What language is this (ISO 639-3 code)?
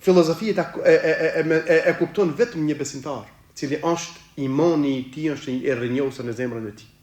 sqi